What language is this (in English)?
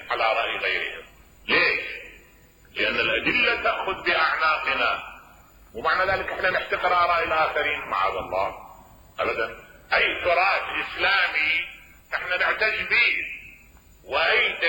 Mesopotamian Arabic